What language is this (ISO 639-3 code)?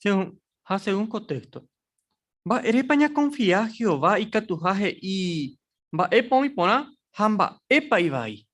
grn